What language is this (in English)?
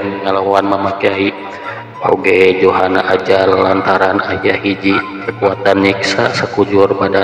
Sundanese